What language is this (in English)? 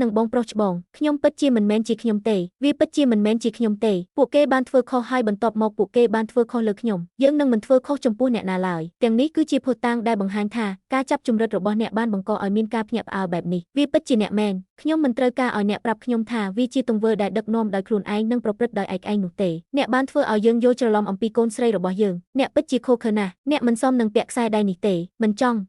Khmer